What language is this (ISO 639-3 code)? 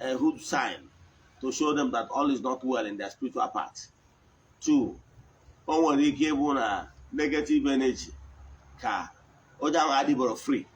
ibo